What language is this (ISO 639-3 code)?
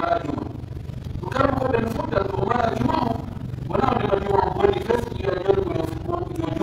fuf